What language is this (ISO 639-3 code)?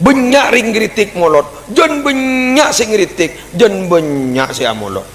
mad